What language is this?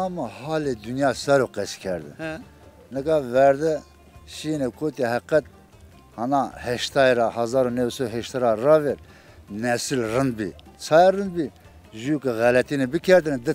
Zaza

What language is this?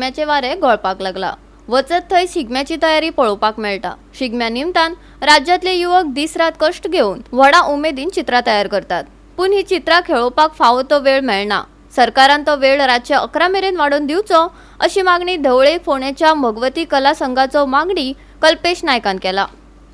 Konkani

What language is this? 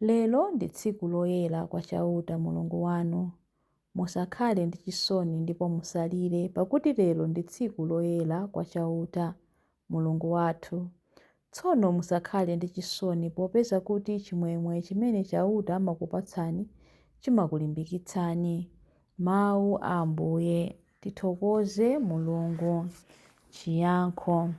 Nyanja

